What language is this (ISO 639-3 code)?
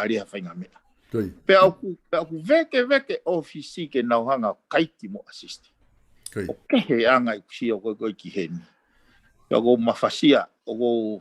ton